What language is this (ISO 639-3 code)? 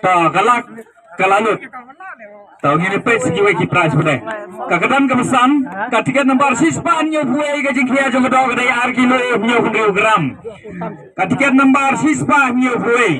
kha